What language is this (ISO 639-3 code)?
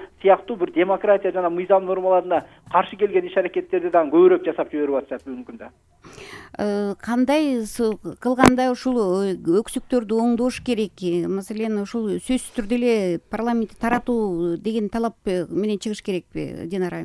kir